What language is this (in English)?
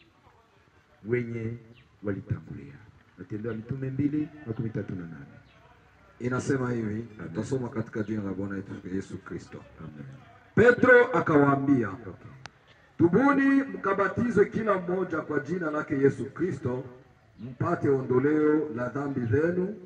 Swahili